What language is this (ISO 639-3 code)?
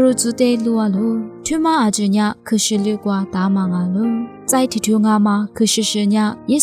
lis